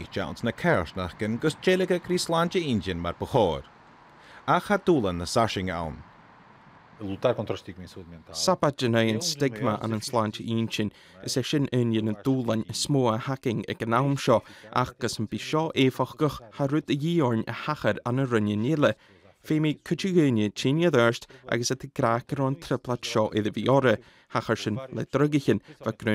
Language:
Scottish Gaelic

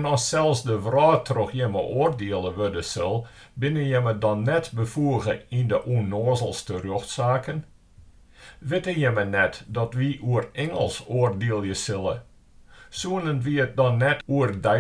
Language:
Western Frisian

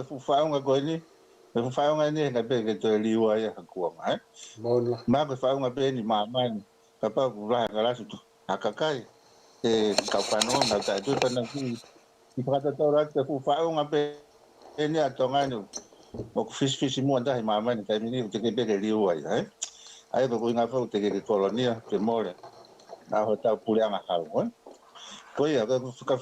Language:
Tongan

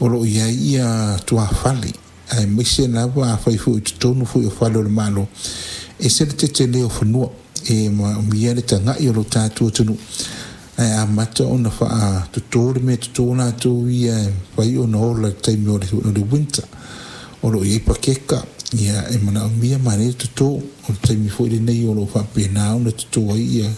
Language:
Samoan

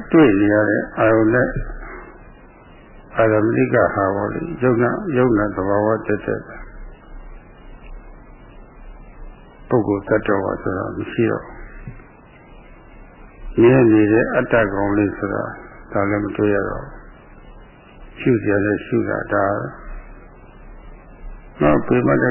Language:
Burmese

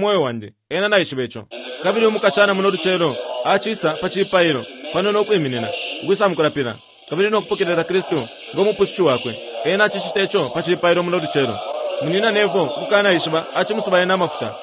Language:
Bemba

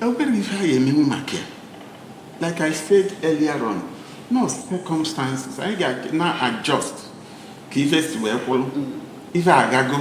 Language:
Igbo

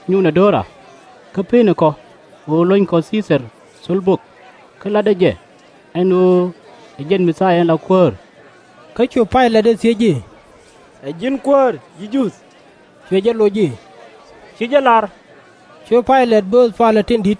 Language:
Nuer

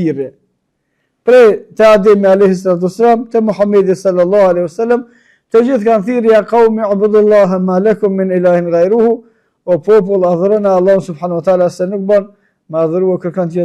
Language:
Albanian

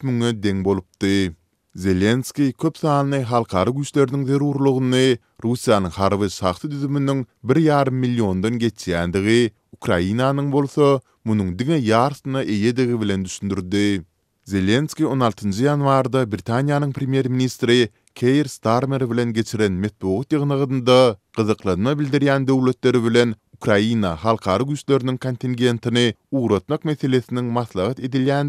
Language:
Turkmen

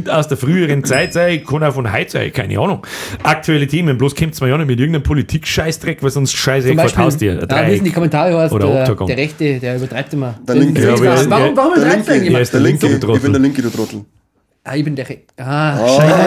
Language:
Bavarian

